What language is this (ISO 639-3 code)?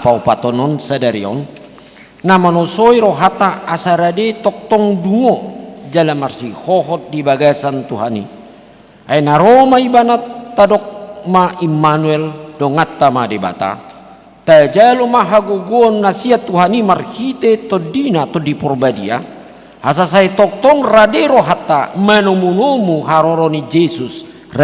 bbc